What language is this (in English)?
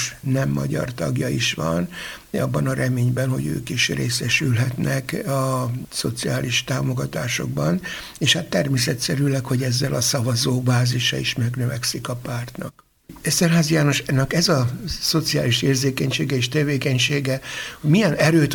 Hungarian